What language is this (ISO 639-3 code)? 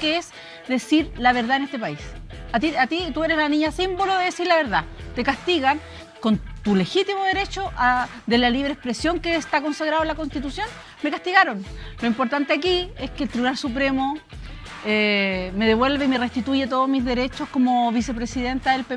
spa